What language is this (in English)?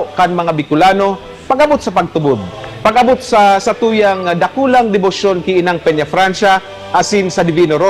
Bikol